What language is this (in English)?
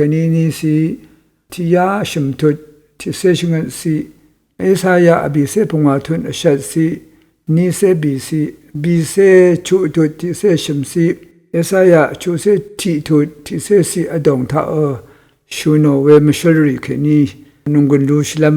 Rawang